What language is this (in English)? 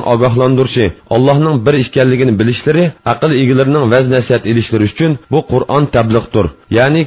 Uyghur